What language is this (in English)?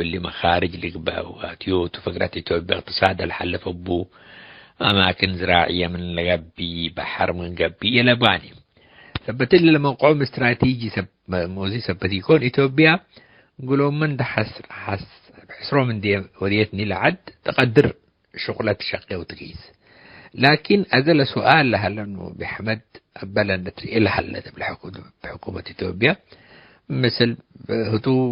Tigre